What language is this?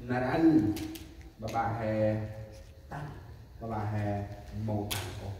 Central Mnong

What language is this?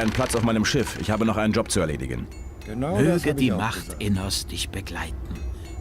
Bavarian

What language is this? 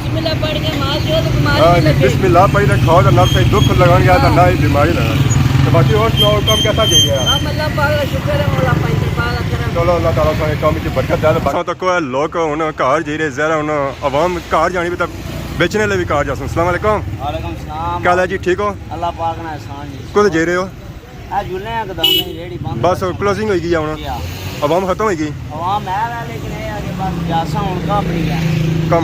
Pahari-Potwari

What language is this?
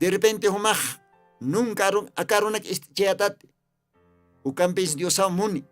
Aymara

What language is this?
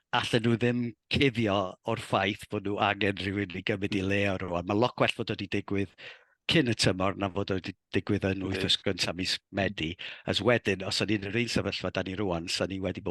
Welsh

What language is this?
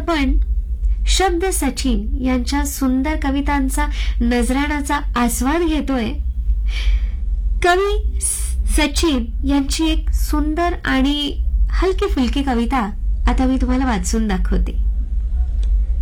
Marathi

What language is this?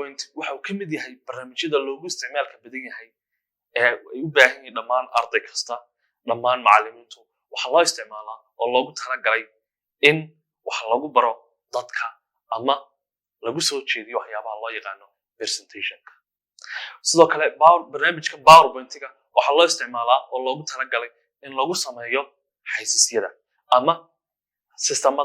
Somali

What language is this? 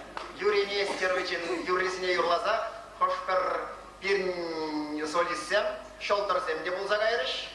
Chuvash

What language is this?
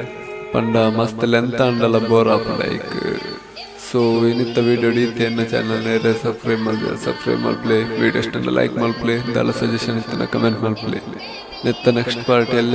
Tulu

